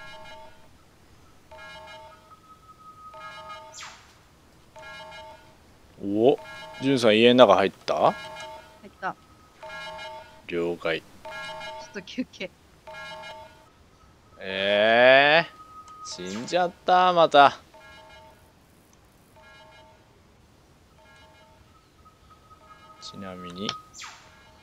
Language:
Japanese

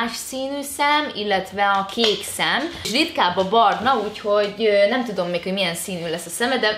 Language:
Hungarian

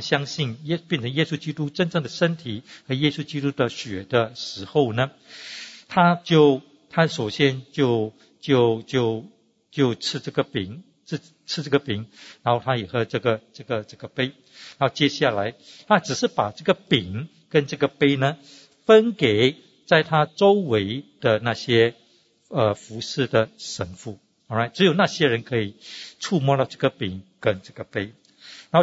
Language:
Chinese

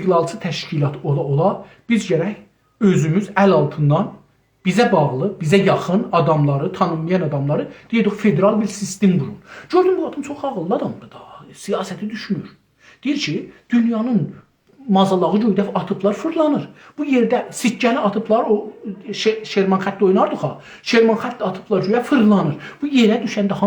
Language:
South Azerbaijani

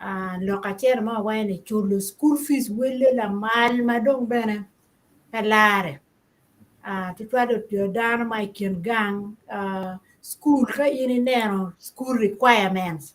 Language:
Acoli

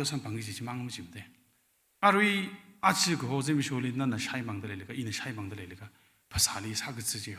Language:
Tangkhul Naga (India)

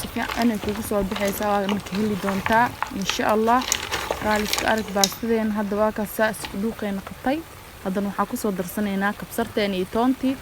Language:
Somali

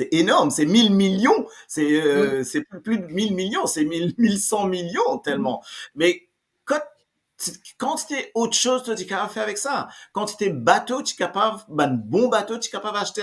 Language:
Morisyen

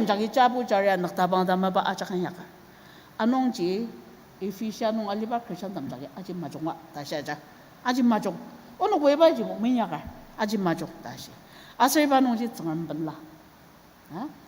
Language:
Ao Naga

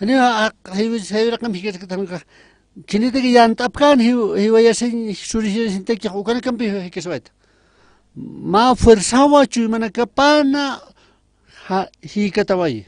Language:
Aymara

